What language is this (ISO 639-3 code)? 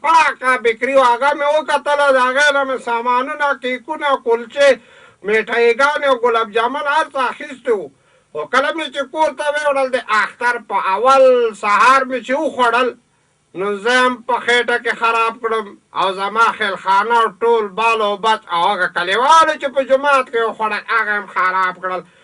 pus